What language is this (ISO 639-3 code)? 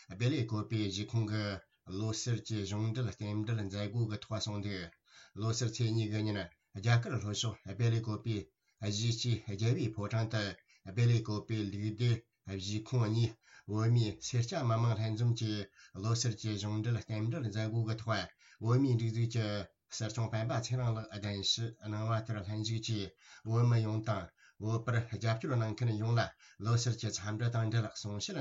bod